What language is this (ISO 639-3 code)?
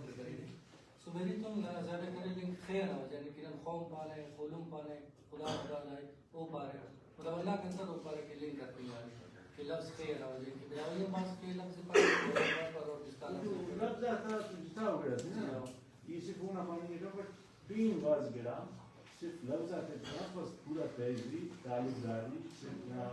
brh